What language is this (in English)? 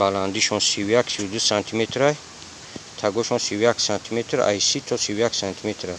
Tajik